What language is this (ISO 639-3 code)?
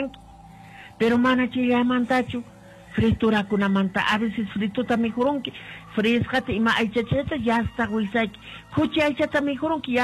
que